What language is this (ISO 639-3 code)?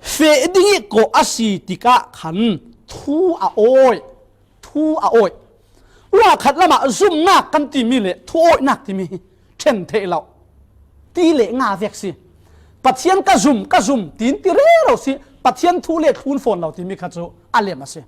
cfm